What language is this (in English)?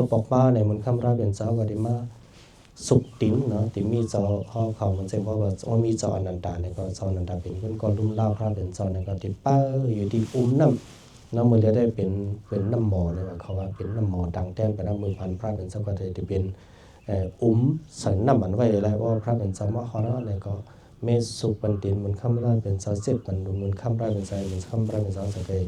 Shan